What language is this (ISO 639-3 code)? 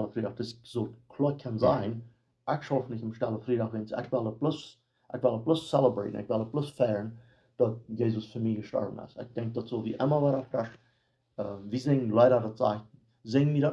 pdt